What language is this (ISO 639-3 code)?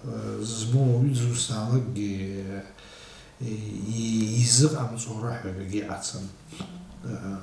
abk